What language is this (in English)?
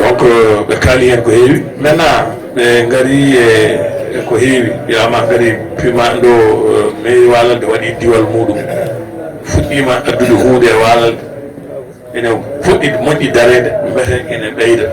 Fula